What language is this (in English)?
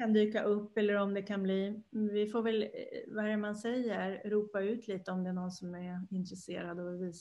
Swedish